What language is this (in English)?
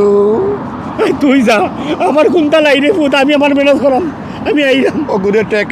Sylheti